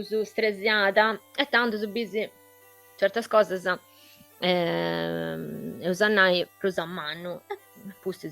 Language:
Sardinian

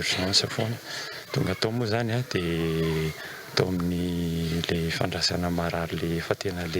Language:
Malagasy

